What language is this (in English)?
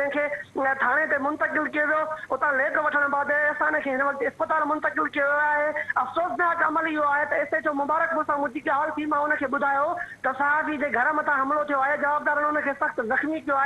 Sindhi